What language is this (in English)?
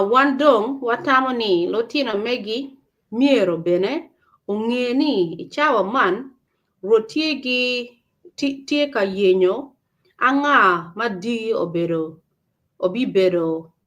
Acoli